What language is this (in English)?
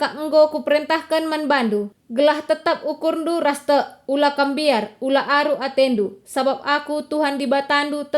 Batak Karo